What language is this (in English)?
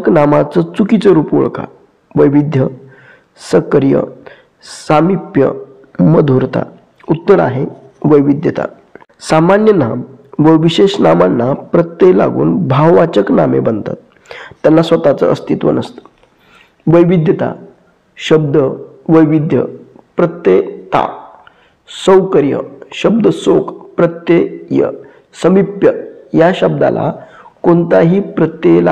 Marathi